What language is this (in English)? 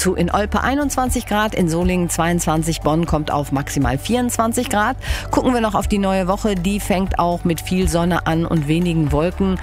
German